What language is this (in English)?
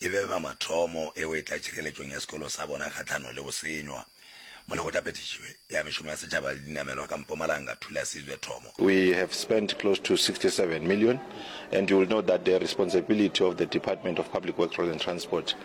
Northern Sotho